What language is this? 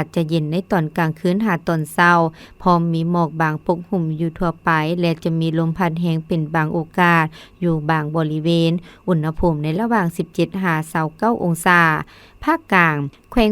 Lao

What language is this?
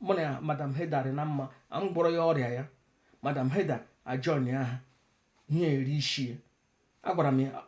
Igbo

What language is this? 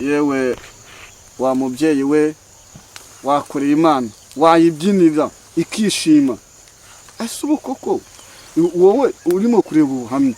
Kinyarwanda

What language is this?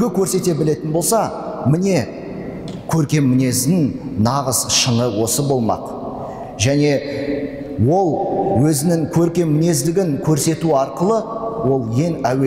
Kazakh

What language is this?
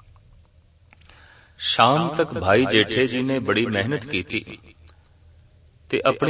Punjabi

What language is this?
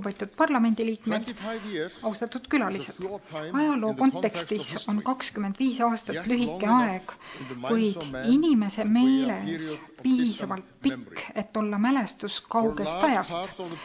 Estonian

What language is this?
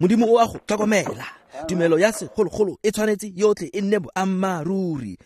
Tswana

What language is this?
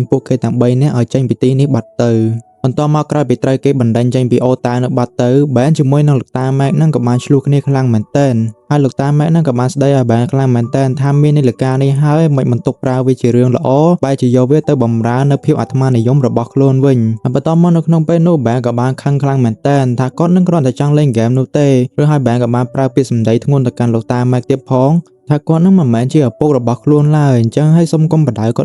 Khmer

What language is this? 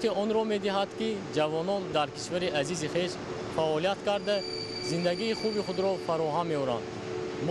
Tajik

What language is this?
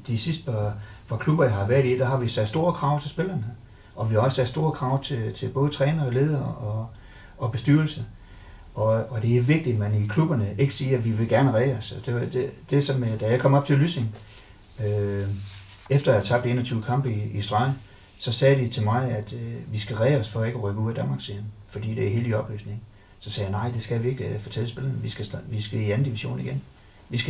Danish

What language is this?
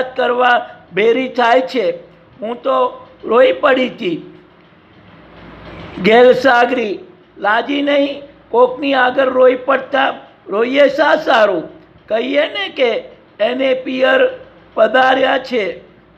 Gujarati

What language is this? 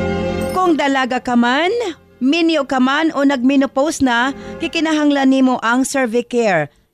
Cebuano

